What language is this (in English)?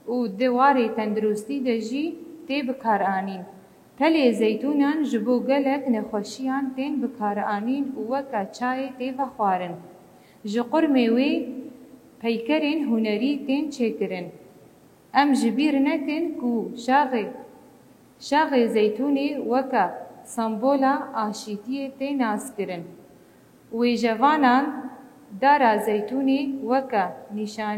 Kurdish